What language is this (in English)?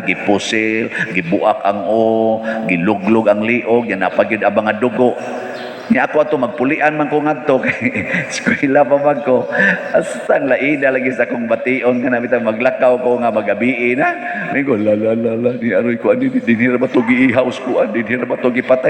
Cebuano